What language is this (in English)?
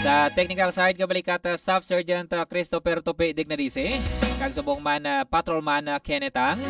Hiligaynon